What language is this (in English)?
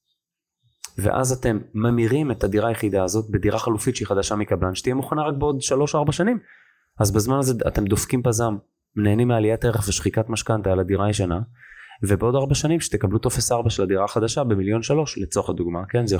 Hebrew